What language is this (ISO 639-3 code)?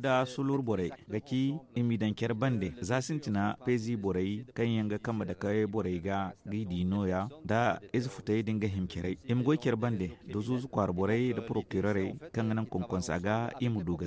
dje